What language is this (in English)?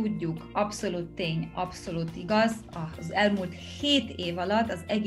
Hungarian